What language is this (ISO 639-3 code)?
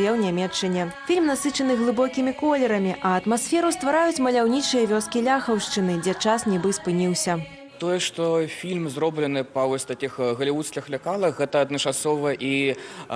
bel